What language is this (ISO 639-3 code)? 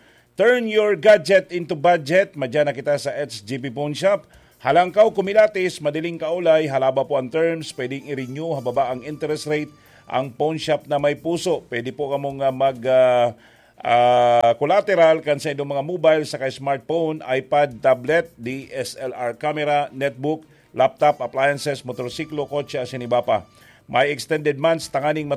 bik